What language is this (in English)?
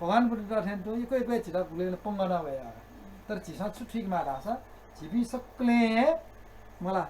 Newari